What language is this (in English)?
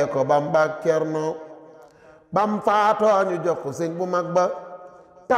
Wolof